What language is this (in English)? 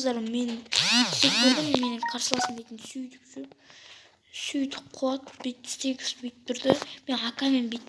Kazakh